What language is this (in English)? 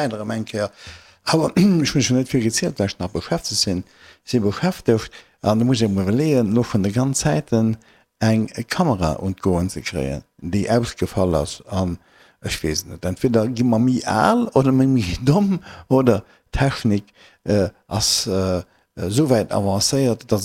Luxembourgish